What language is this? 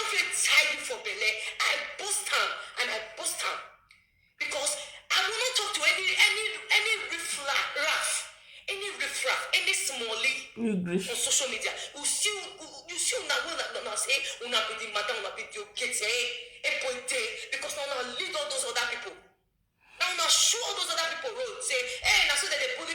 Nigerian Pidgin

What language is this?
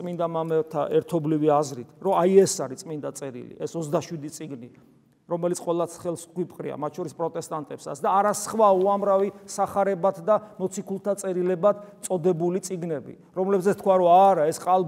Georgian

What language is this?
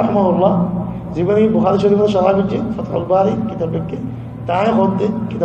Rohingya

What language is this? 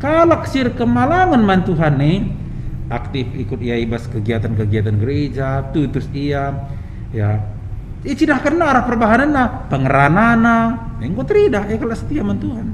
Batak Karo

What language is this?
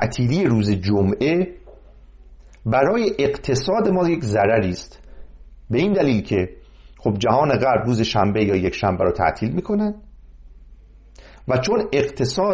Persian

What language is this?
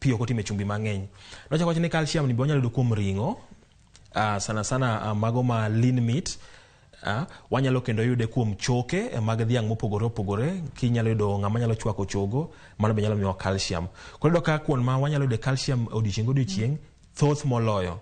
Luo (Kenya and Tanzania)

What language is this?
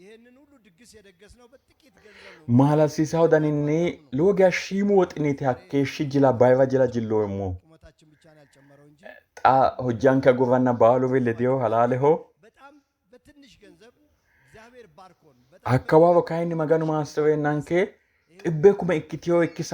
Sidamo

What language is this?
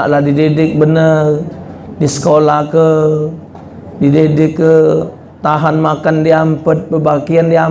Musi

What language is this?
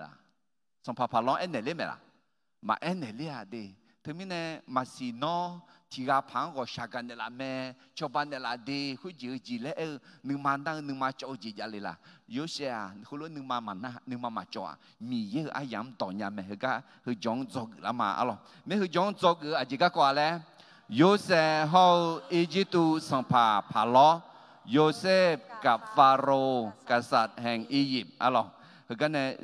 Akha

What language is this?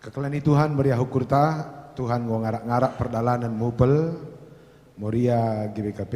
Batak Karo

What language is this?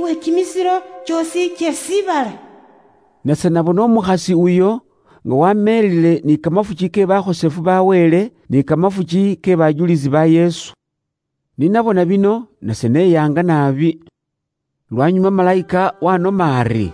Luyia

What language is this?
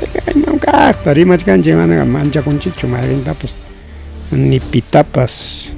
Ayacucho Quechua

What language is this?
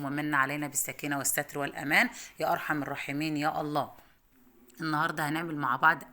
Egyptian Arabic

